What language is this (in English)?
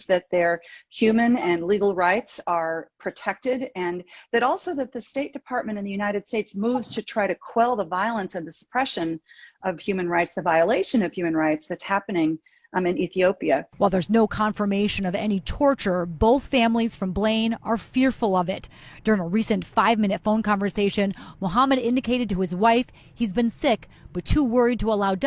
English